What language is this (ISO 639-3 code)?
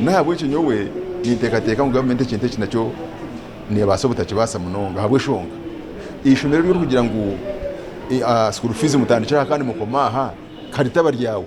nyn